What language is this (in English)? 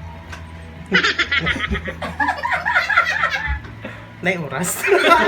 Cebuano